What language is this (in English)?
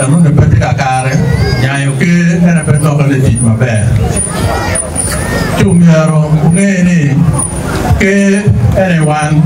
Acoli